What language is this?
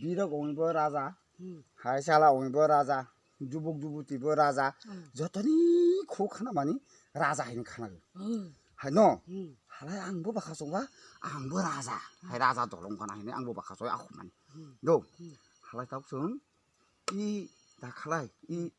Kok Borok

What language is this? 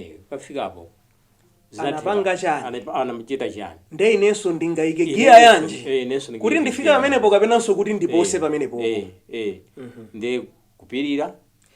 Nyanja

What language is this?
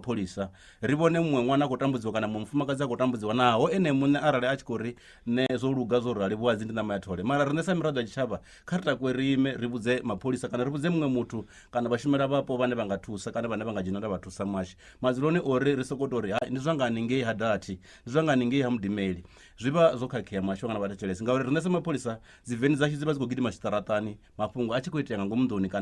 Venda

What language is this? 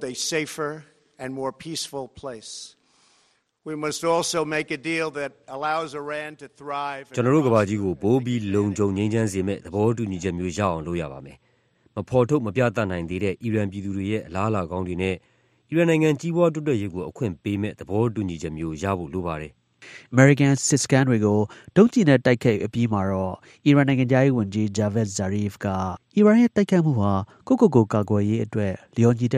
Burmese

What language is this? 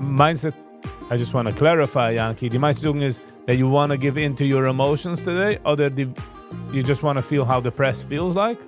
Yiddish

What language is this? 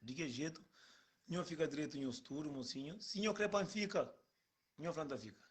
Kabuverdianu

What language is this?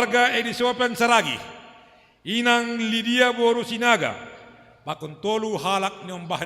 Batak Simalungun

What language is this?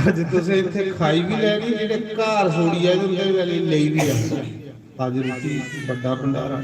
Dogri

